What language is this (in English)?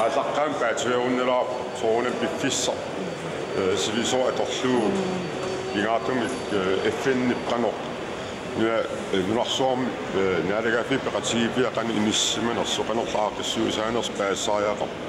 Kalaallisut